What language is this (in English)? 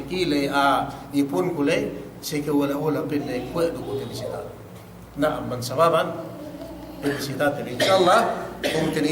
Yakan